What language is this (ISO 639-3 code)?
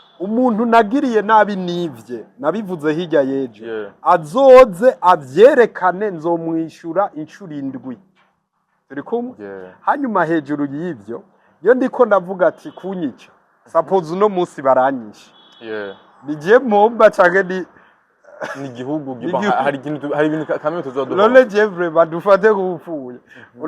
run